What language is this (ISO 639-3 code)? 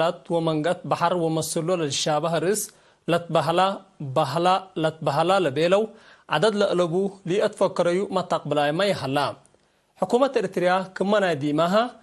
tig